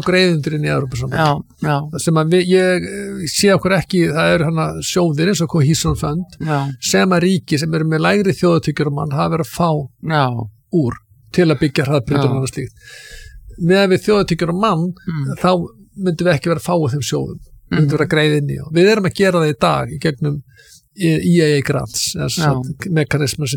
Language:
Icelandic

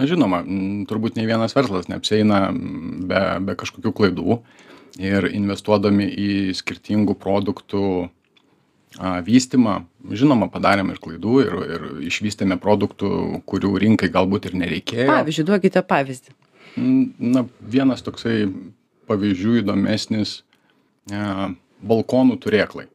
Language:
Lithuanian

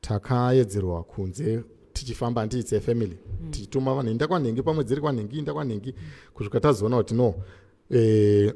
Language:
Shona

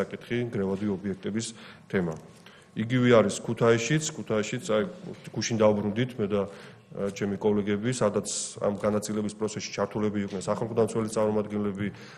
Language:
Georgian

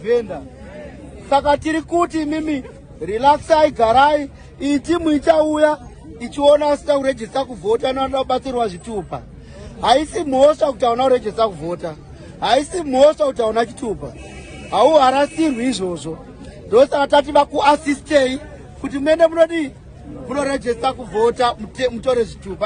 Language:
Shona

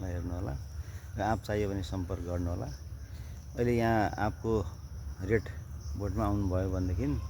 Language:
Nepali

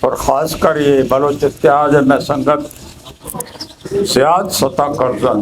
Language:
Eastern Balochi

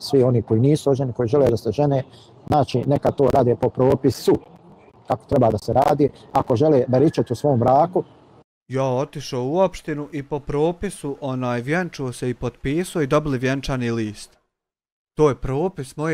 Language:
Bosnian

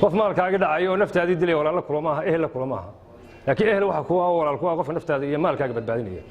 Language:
Somali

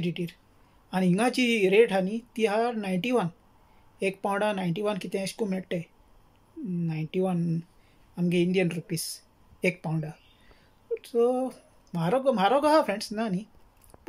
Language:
Konkani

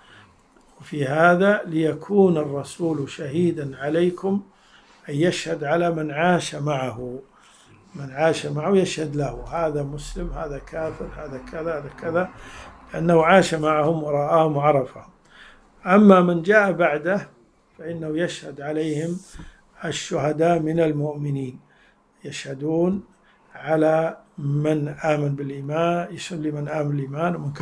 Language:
Arabic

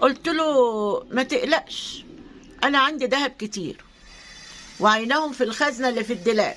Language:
Egyptian Arabic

